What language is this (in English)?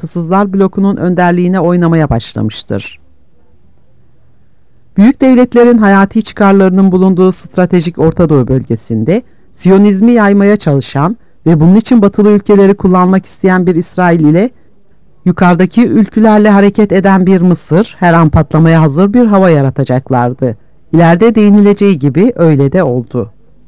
Turkish